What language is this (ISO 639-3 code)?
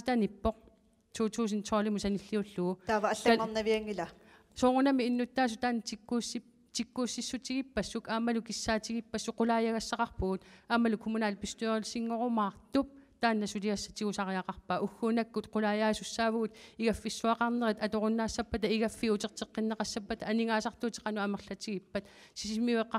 kal